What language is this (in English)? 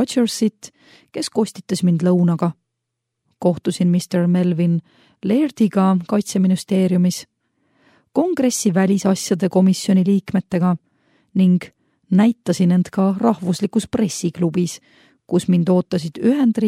Estonian